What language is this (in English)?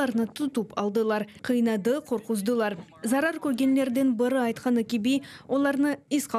Crimean Tatar